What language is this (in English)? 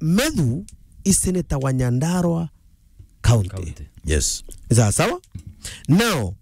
Meru